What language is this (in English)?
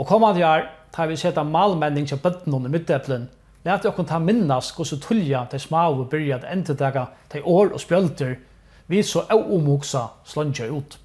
Faroese